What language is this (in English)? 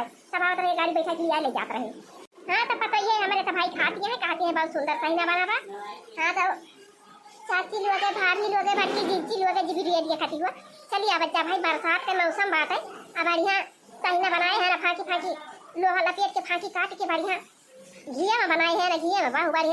Awadhi